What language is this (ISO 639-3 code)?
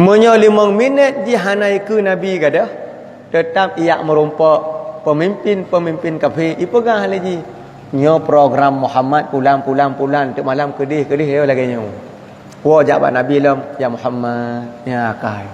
ace